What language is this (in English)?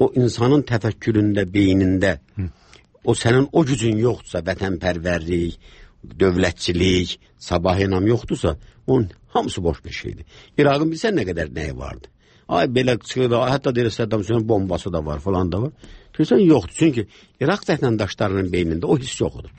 Azerbaijani